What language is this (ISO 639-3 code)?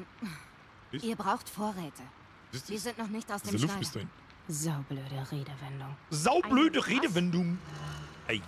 bar